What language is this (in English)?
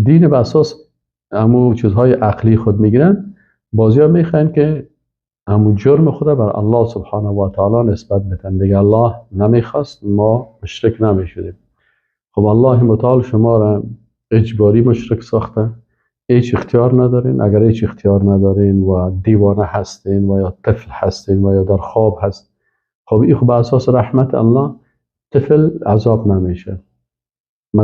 Persian